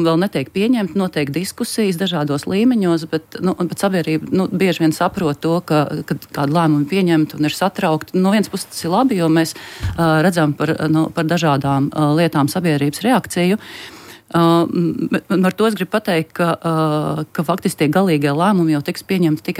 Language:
Latvian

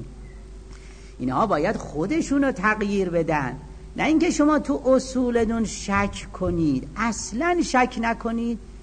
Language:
Persian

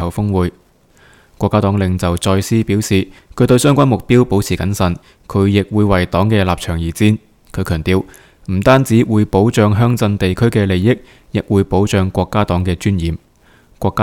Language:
Cantonese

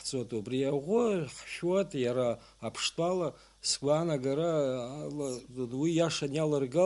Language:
Abkhazian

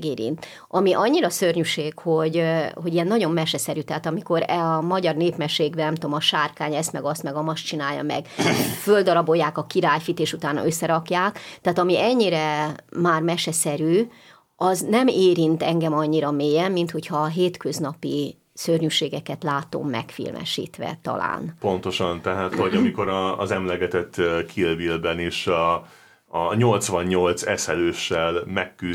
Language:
Hungarian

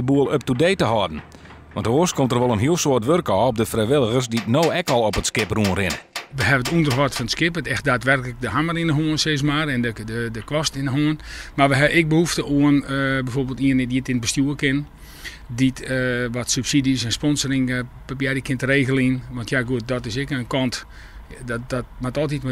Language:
Western Frisian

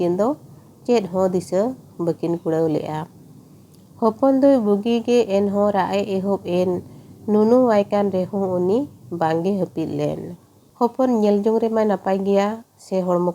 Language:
Santali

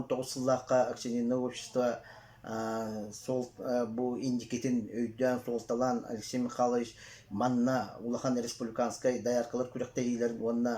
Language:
Yakut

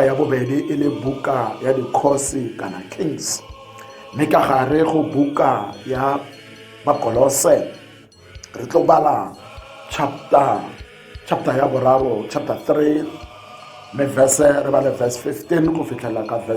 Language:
Tswana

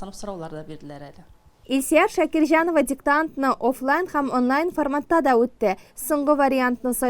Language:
Tatar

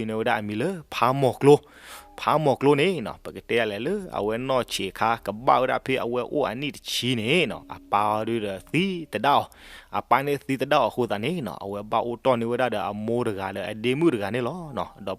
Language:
S'gaw Karen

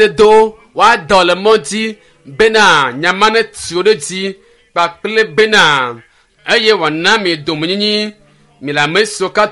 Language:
Ewe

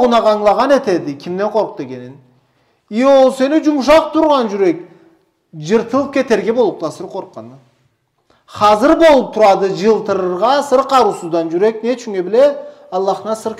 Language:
Karachay-Balkar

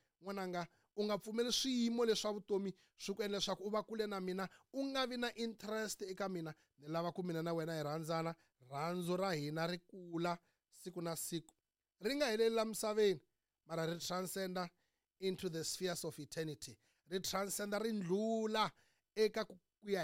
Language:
Tsonga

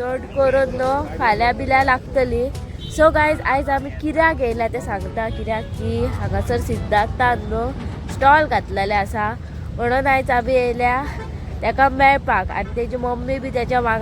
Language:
Konkani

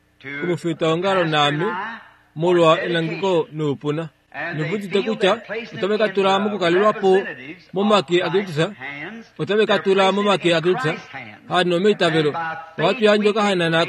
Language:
Kuanyama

